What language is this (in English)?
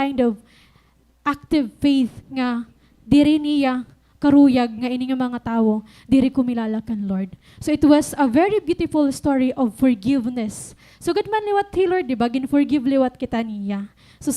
Waray